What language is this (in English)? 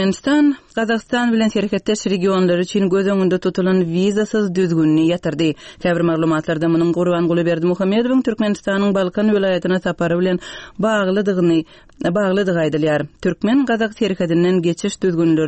Turkmen